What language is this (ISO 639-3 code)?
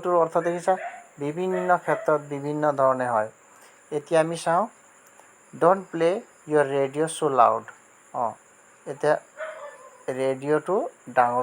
asm